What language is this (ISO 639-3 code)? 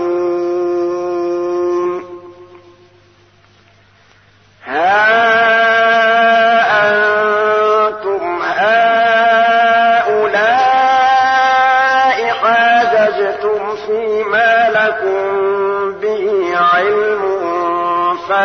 ara